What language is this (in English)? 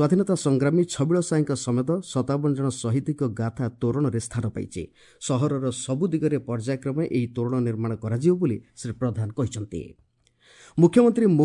Odia